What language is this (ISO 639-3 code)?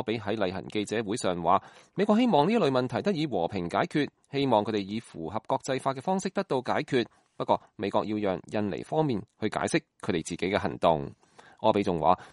yue